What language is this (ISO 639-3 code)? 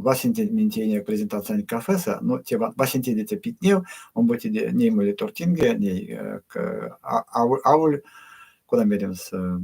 myv